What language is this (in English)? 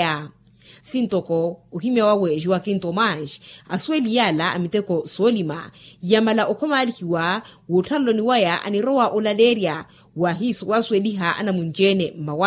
Makhuwa